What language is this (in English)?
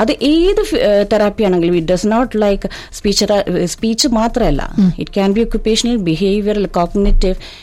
Malayalam